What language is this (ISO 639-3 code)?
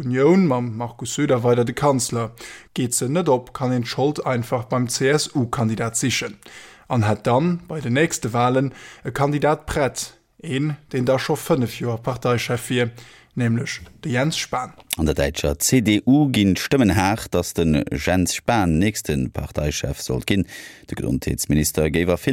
ltz